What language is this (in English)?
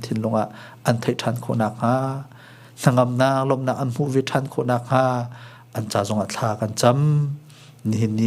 Hakha Chin